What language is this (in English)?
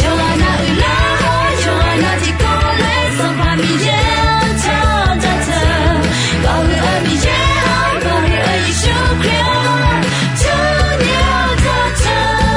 Akha